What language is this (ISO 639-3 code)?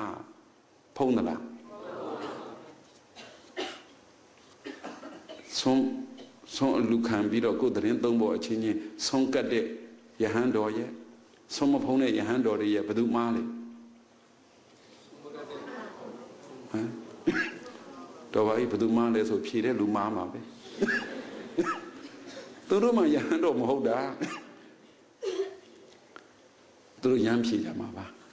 mya